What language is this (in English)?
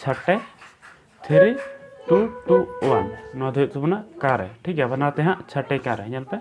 Santali